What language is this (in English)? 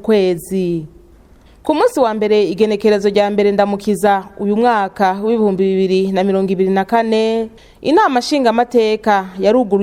Rundi